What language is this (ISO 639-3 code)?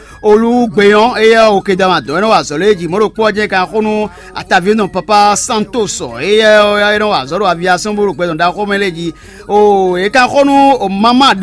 fon